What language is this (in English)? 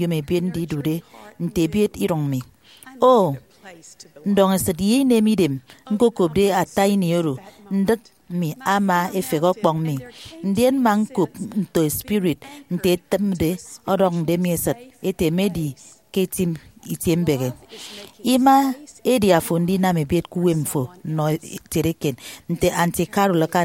Efik